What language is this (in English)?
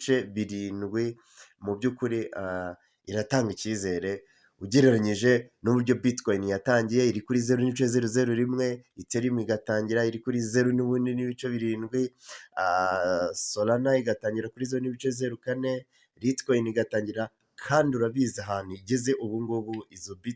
Kinyarwanda